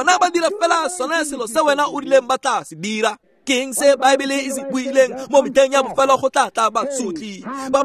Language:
Tswana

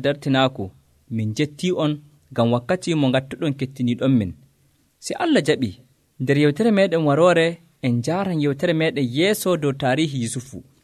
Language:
Nigerian Fulfulde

